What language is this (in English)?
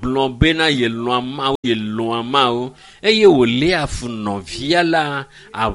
Ewe